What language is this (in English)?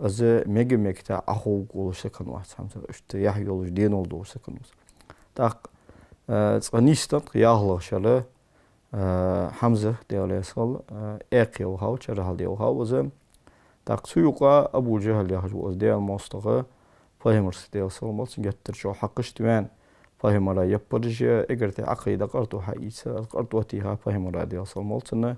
Ingush